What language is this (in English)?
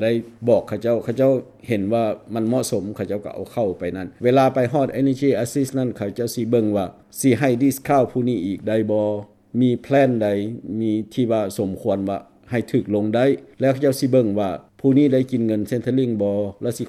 Lao